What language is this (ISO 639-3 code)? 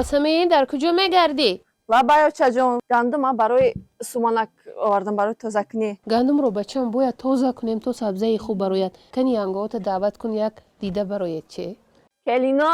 tgk